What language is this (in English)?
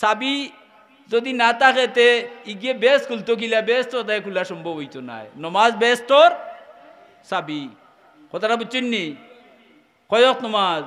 Sylheti